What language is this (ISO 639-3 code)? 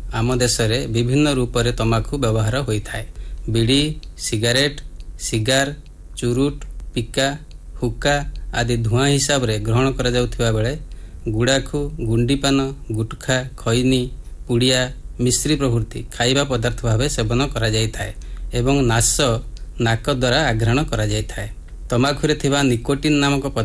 ori